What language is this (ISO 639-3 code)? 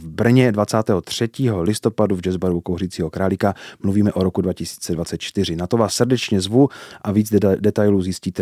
ces